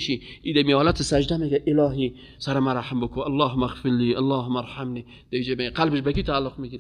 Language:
Persian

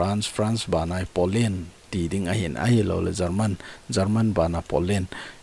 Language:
Thado Chin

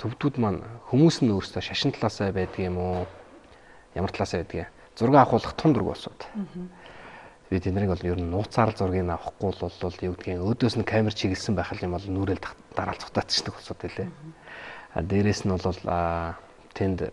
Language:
Mongolian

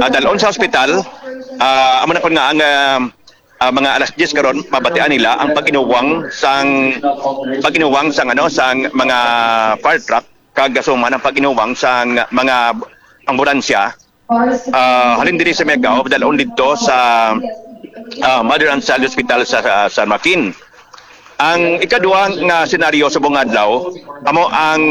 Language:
Hiligaynon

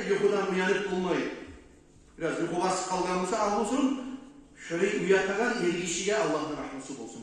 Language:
Kumyk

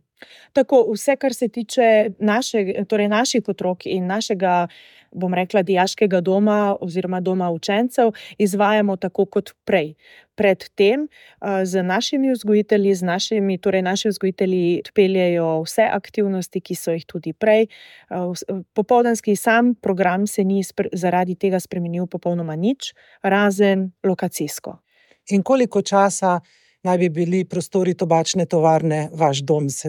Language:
Slovenian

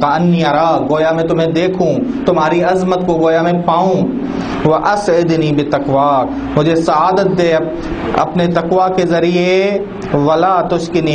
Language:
Urdu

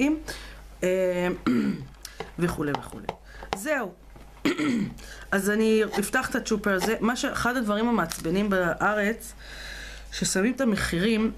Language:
Hebrew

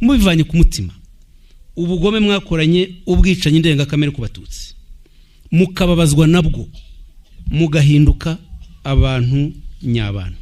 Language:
Kinyarwanda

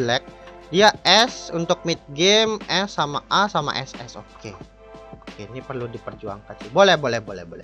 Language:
Indonesian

